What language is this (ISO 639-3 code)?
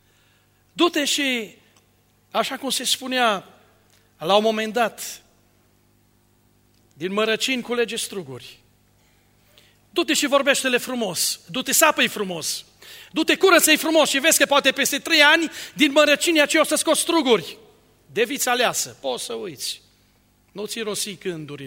ron